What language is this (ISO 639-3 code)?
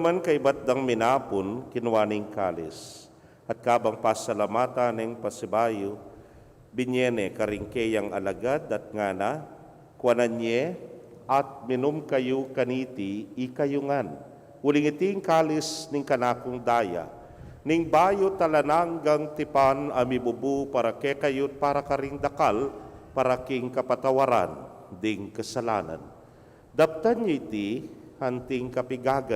pam